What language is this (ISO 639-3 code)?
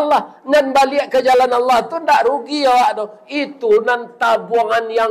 min